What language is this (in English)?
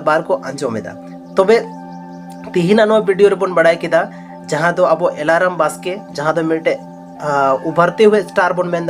Santali